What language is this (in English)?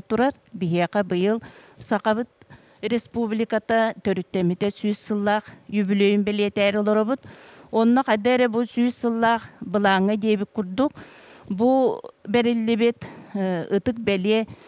Yakut